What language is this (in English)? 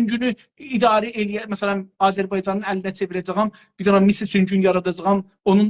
South Azerbaijani